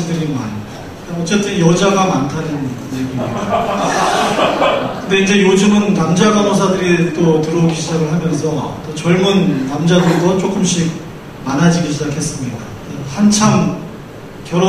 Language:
Korean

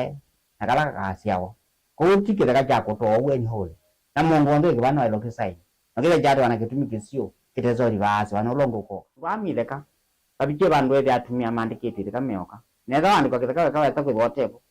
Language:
Kamba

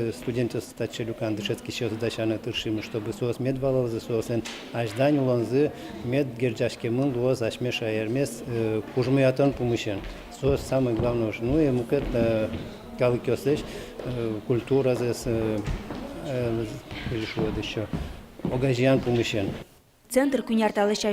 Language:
Udmurt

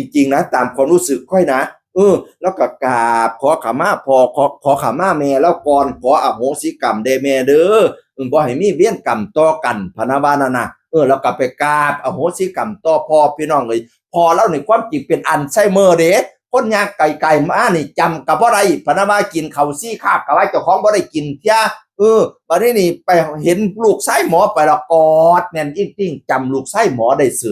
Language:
Northeastern Thai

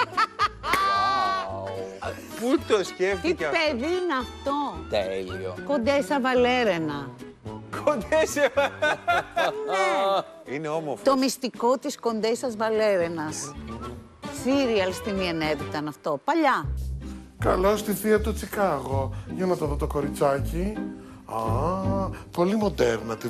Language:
Greek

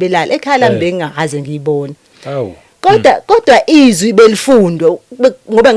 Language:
Zulu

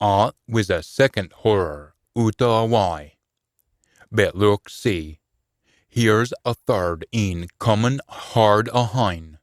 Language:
Scots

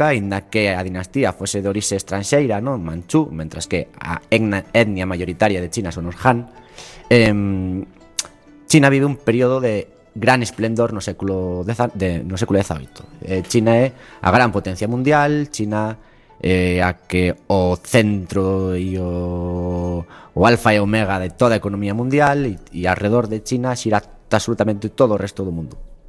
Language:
Galician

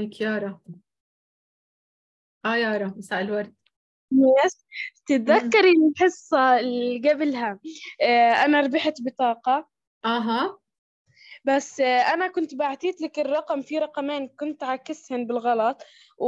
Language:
South Levantine Arabic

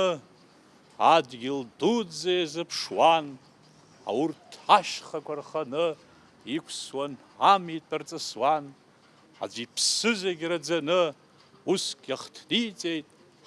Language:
Abkhazian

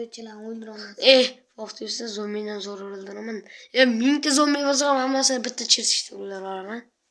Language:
Uzbek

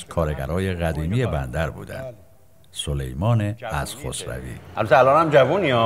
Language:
Persian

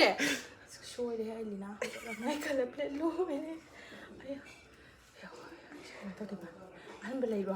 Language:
Manipuri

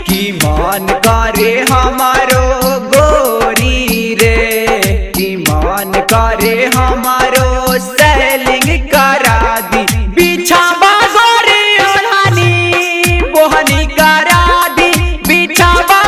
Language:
Bhojpuri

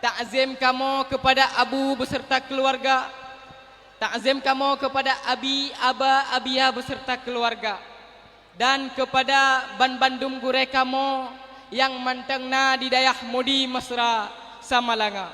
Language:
Achinese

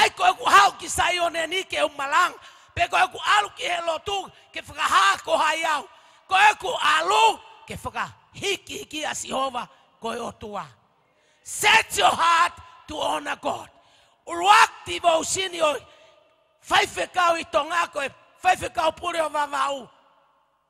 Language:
Tongan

